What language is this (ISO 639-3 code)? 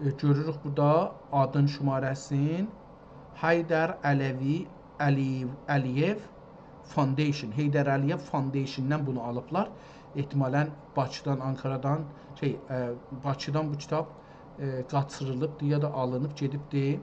azb